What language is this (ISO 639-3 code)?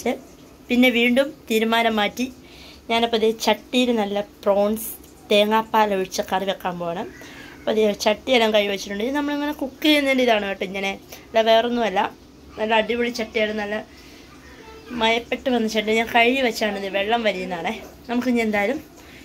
mal